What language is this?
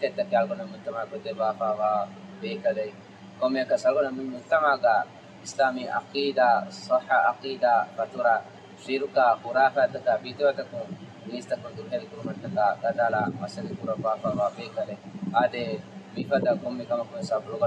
Divehi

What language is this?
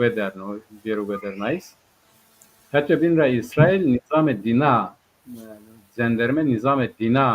Zaza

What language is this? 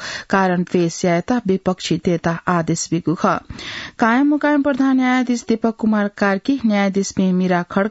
Newari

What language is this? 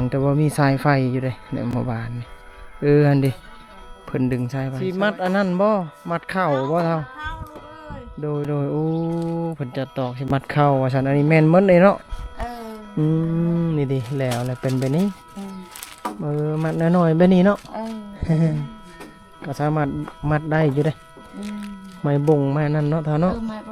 Lao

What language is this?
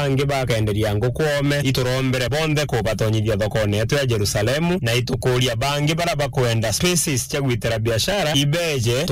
Meru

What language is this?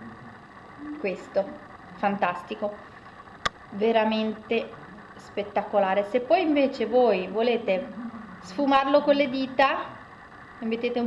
Italian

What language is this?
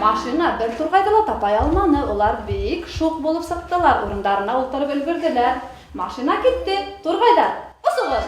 Bashkir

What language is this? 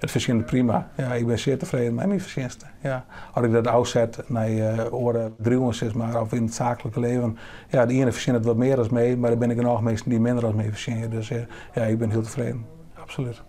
Western Frisian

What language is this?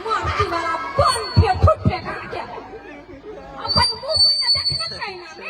Maithili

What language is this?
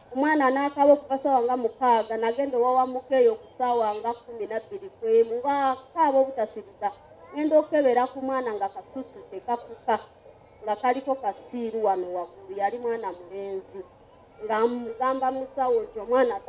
Ganda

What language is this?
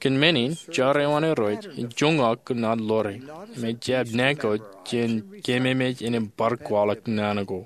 Marshallese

